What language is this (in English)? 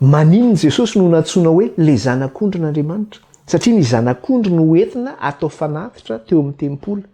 Malagasy